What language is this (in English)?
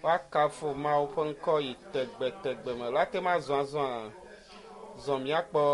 Ewe